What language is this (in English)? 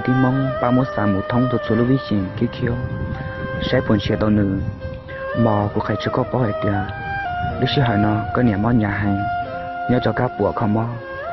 Hmong